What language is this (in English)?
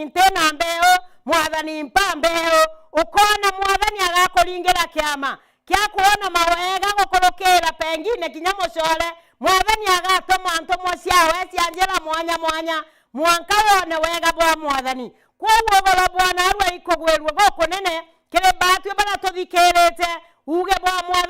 Meru